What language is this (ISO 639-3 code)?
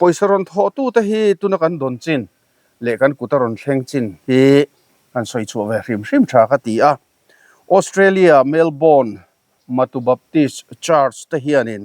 lus